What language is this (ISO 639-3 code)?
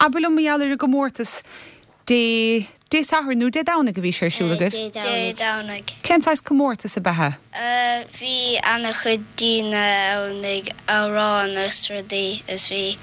gle